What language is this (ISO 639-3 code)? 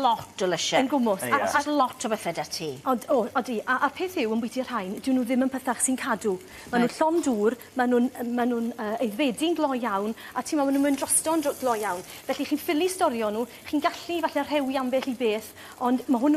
cym